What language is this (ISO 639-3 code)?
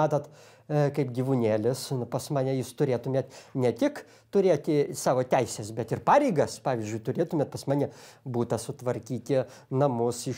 lit